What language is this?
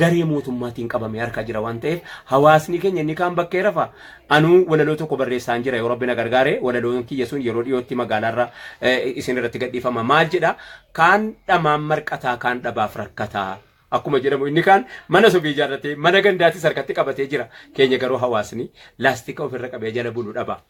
Oromo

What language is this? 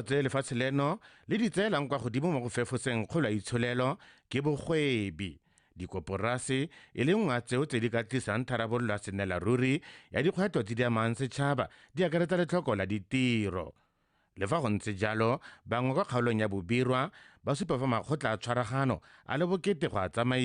Tswana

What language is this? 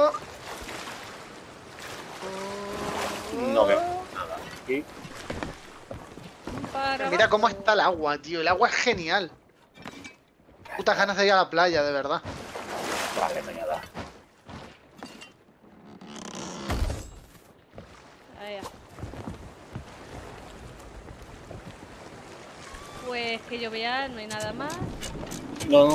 Spanish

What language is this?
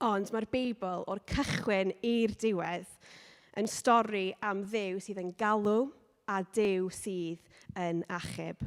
Welsh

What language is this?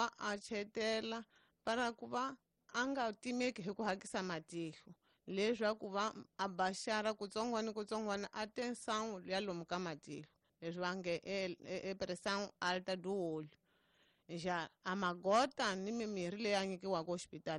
Tsonga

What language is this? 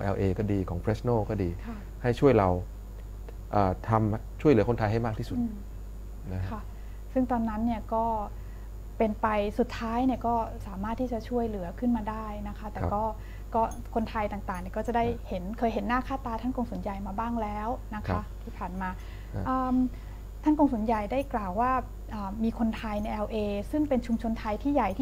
Thai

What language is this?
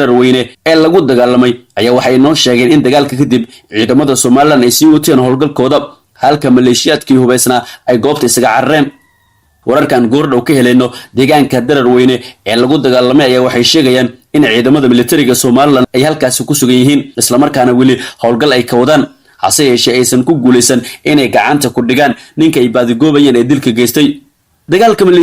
Somali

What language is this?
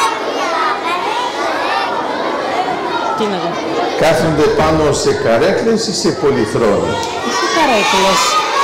Greek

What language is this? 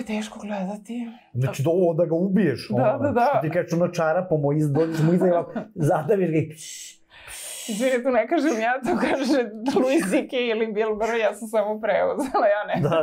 Serbian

